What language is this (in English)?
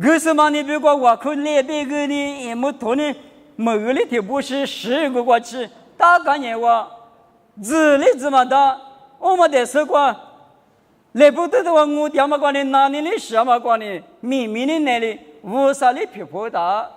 Lisu